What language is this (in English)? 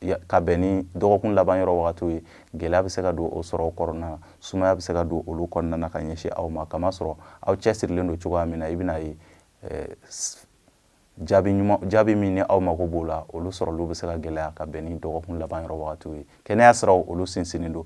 Bambara